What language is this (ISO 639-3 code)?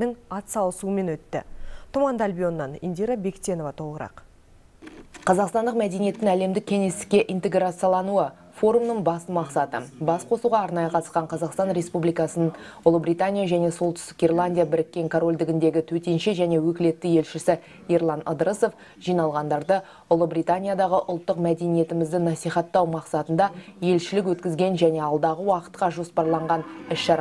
kaz